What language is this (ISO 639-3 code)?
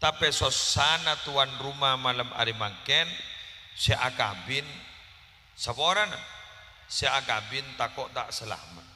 mad